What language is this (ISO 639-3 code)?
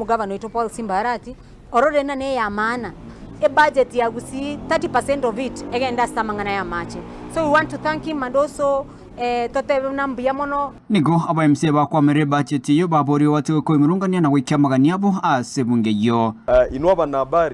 guz